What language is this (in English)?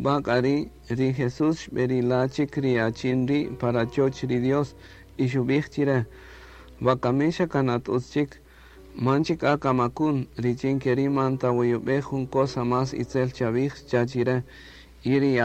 Kaqchikel